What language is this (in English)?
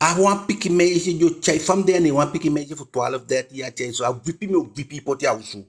Eastern Maroon Creole